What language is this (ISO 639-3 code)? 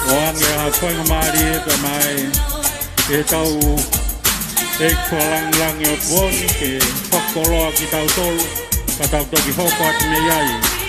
ton